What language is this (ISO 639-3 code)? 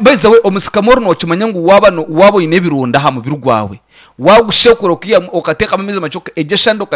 nyn